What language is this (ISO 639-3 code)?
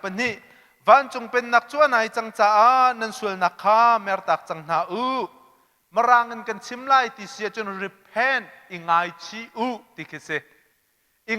cnh